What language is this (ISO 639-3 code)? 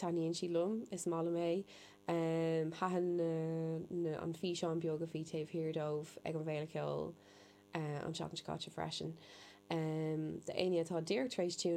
gle